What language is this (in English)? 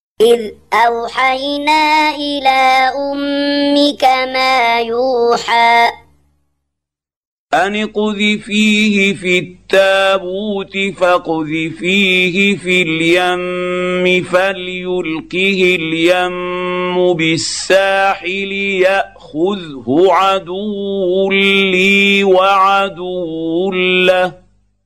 Arabic